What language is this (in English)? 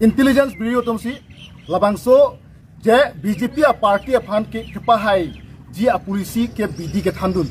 Karbi